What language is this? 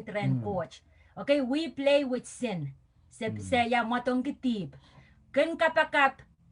Pohnpeian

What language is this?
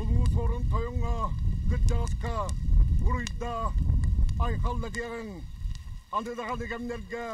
Yakut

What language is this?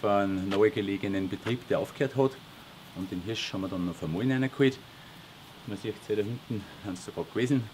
Bavarian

